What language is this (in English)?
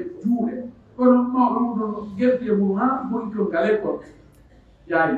Pular